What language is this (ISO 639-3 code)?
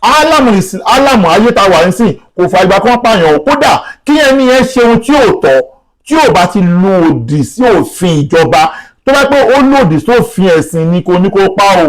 yor